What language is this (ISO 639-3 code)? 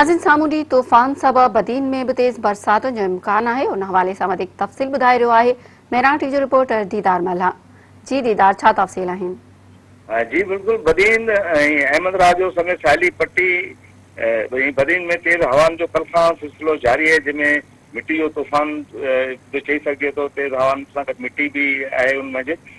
snd